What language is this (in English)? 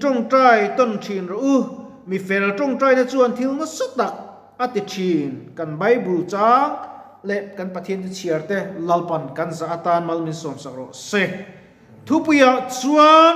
Mizo